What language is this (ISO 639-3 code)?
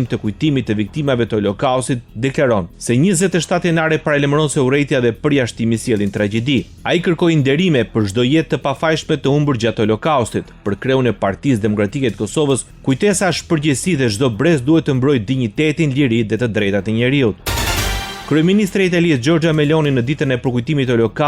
sqi